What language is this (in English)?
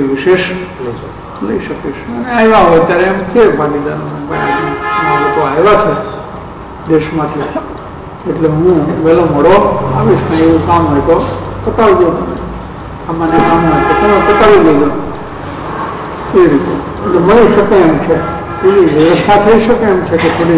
Gujarati